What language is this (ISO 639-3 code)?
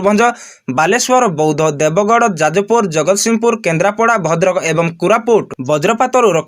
ori